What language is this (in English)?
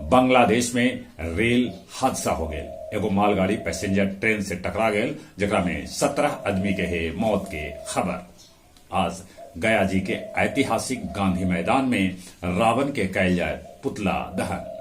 Magahi